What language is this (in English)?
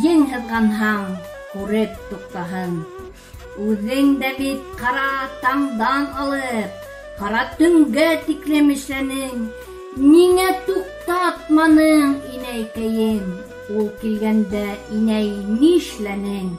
Bashkir